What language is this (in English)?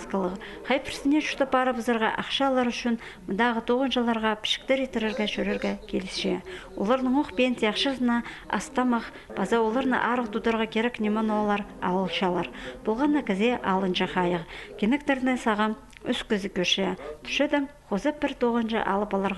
Khakas